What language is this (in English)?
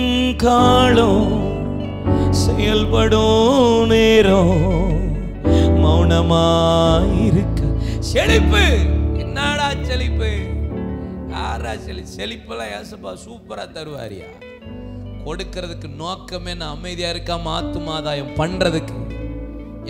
Tamil